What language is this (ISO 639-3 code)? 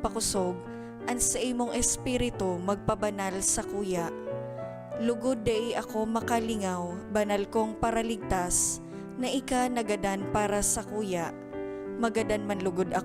bik